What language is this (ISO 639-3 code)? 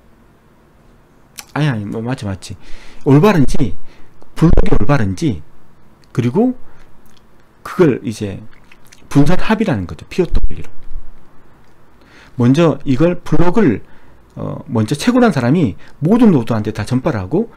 kor